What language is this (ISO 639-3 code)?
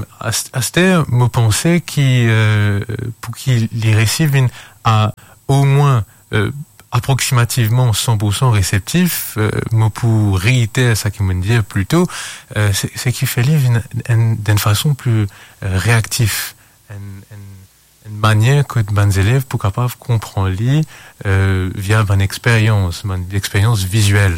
mfe